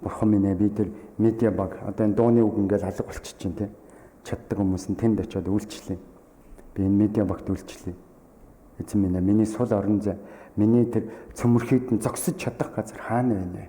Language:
Mongolian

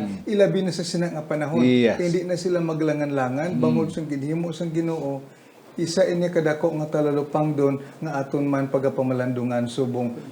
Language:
Hiligaynon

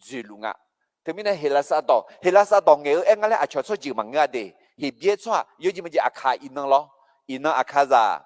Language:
Akha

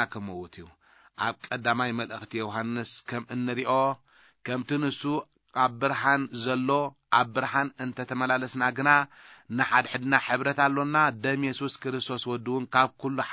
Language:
Tigrinya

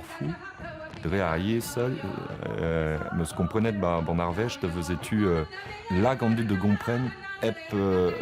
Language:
Breton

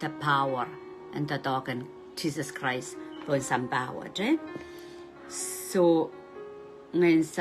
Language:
Pohnpeian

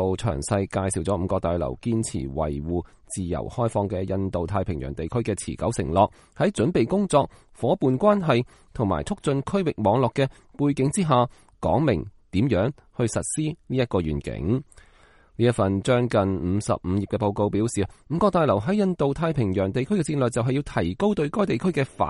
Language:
Cantonese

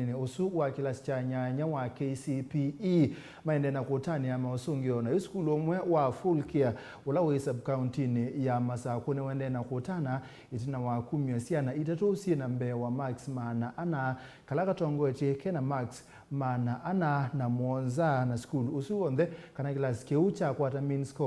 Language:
Kamba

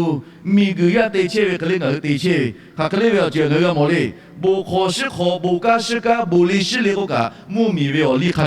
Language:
Lahu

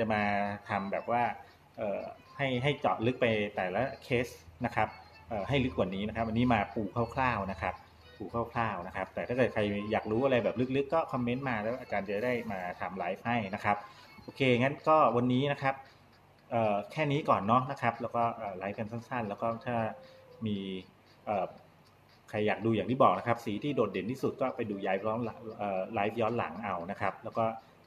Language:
Thai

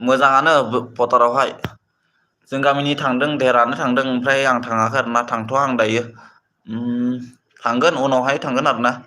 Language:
Bodo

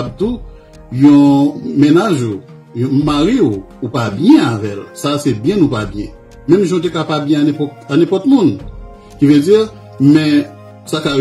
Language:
Haitian Creole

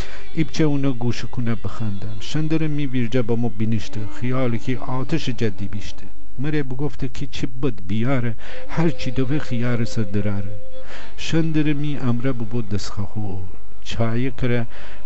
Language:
Gilaki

